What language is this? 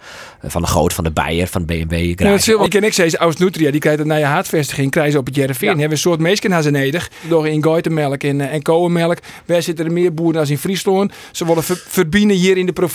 Western Frisian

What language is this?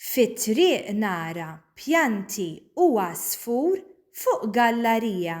Maltese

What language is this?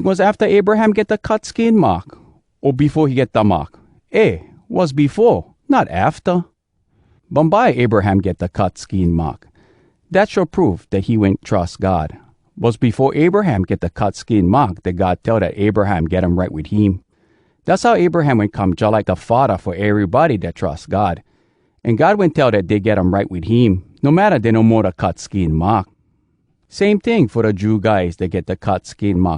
Hawai'i Creole English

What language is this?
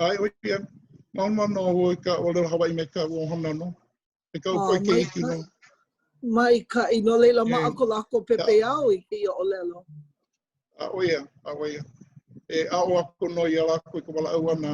Hawaiian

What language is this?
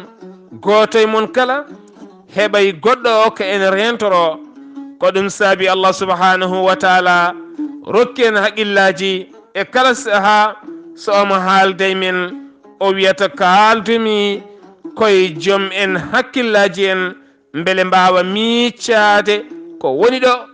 Fula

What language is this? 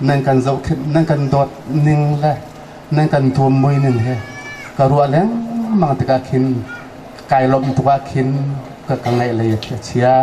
Hakha Chin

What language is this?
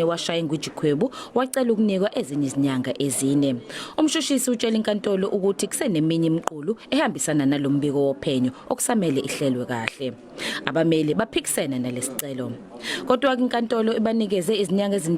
Zulu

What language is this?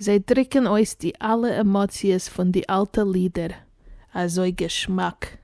Yiddish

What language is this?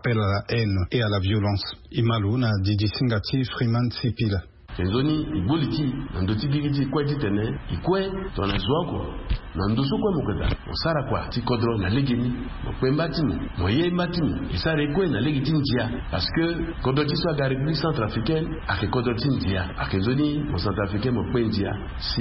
Sango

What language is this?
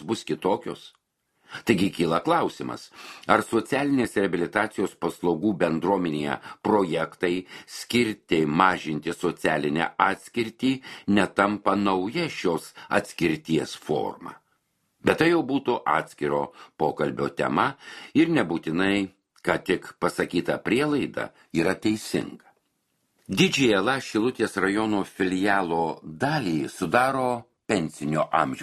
Lithuanian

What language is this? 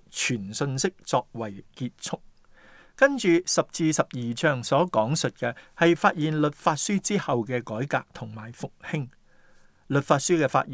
Cantonese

